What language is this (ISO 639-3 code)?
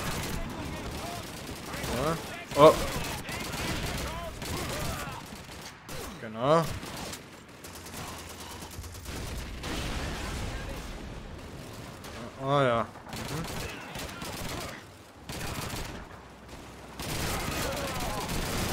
deu